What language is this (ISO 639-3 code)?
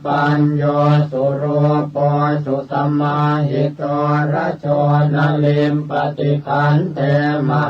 pli